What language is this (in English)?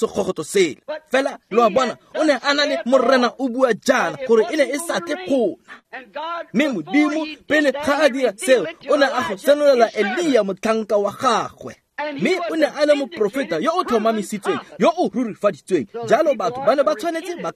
Tswana